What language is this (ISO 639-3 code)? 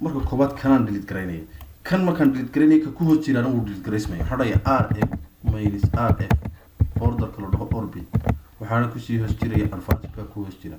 som